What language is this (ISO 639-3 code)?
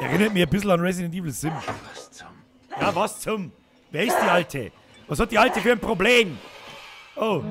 bar